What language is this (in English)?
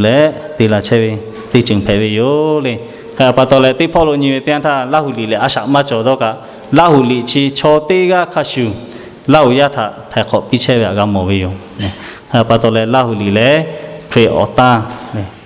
Lahu